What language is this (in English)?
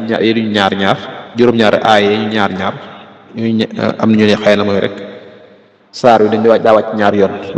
Wolof